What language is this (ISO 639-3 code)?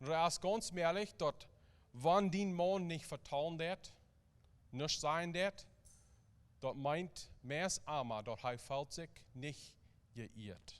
pdt